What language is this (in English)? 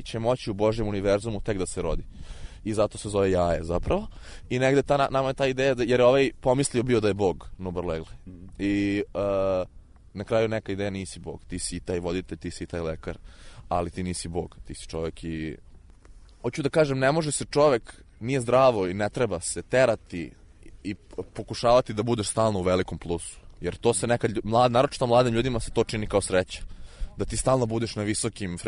Serbian